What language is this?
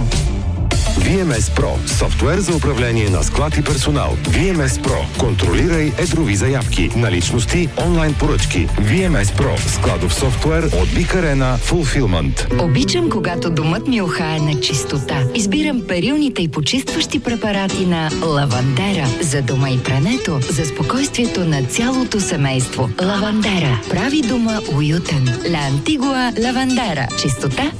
Bulgarian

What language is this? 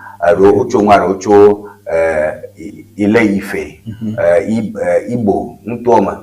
Ewe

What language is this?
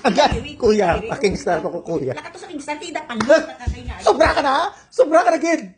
Hiligaynon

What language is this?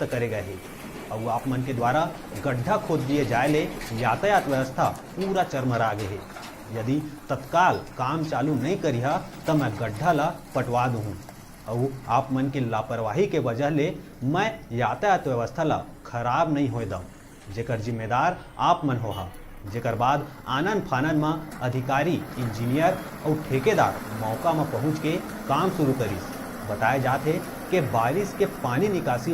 Chhattisgarhi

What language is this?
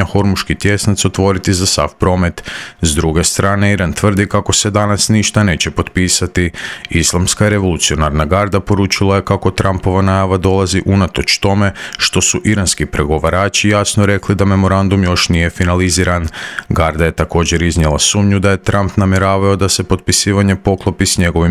Croatian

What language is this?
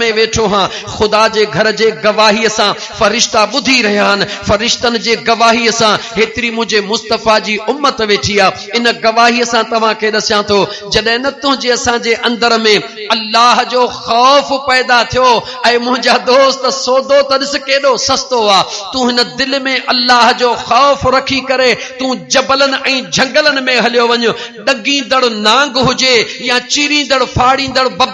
Sindhi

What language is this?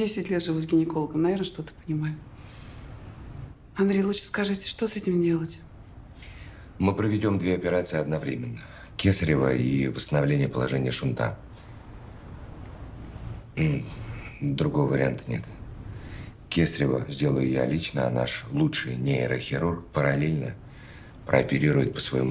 Russian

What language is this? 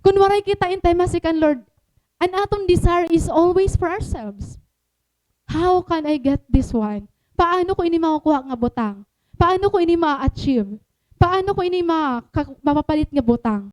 Waray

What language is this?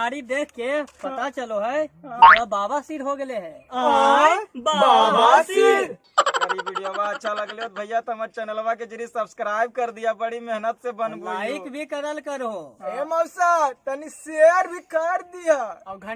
Magahi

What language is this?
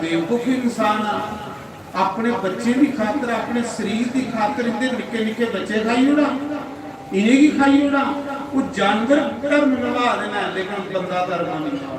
Dogri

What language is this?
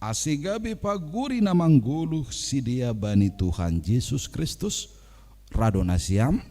Batak Simalungun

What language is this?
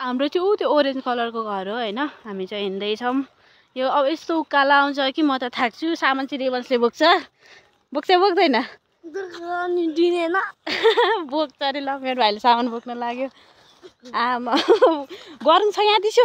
Nepali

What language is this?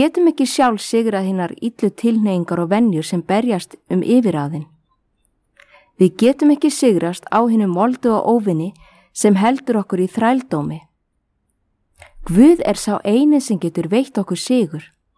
Icelandic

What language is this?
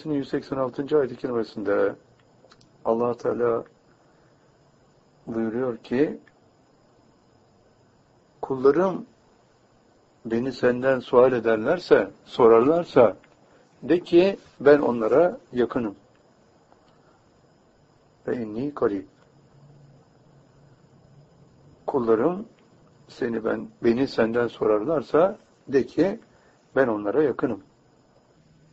Turkish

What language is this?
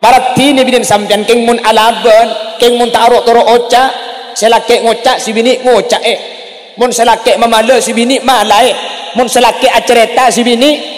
Madurese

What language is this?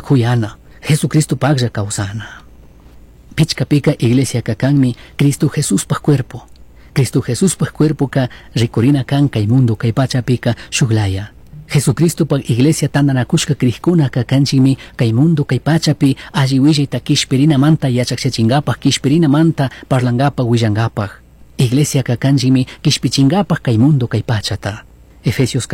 Chimborazo Highland Quichua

